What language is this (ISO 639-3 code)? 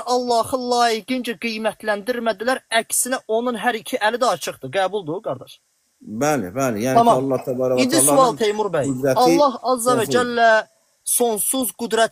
aze